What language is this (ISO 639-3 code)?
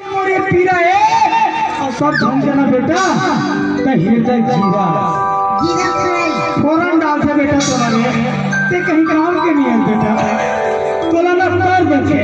hne